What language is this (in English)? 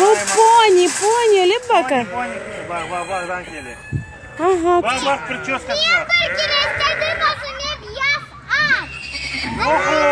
Crimean Tatar